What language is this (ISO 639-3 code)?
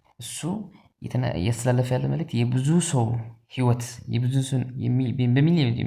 amh